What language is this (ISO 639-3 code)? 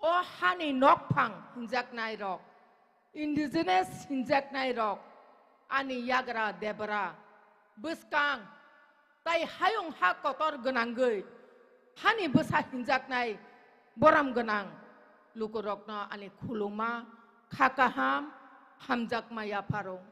trp